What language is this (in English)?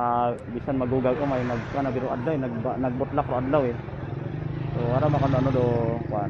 Hiligaynon